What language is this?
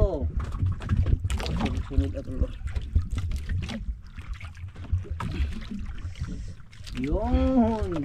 Filipino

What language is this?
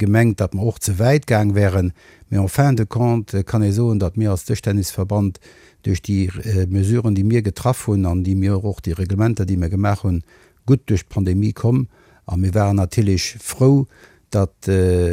Luxembourgish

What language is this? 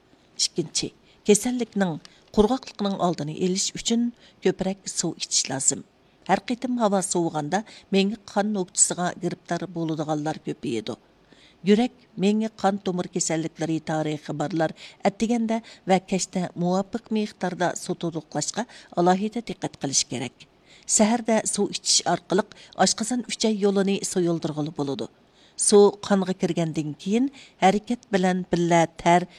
Uyghur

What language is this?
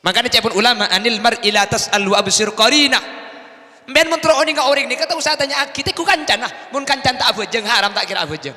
Madurese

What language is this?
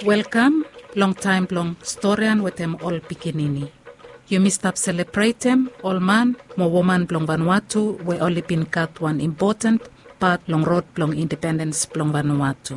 Bislama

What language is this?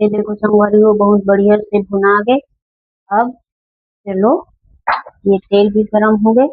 Chhattisgarhi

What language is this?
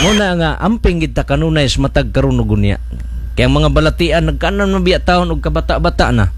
Cebuano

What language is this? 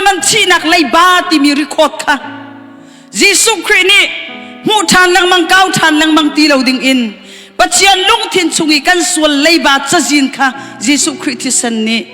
Hakha Chin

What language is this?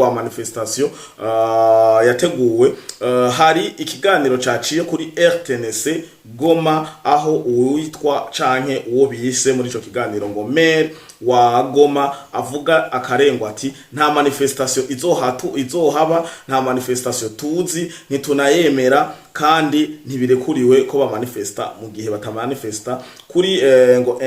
Rundi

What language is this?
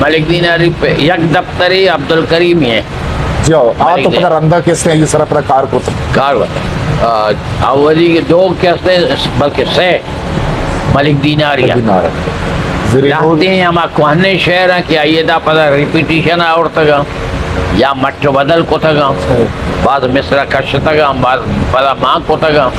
Eastern Balochi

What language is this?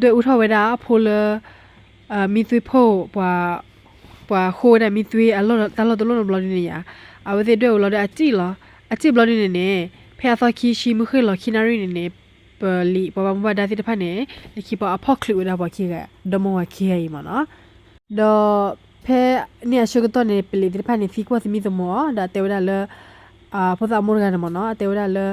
S'gaw Karen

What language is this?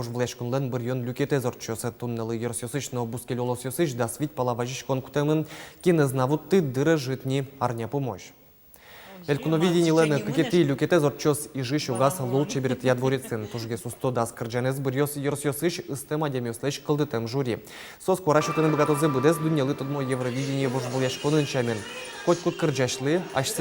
Udmurt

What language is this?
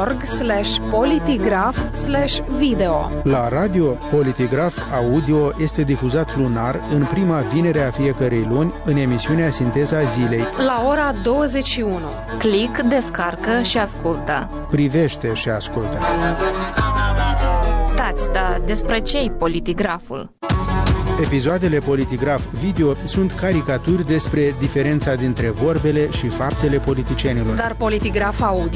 Romanian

